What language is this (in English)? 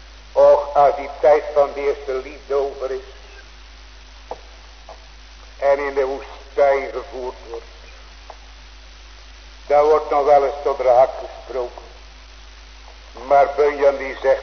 Dutch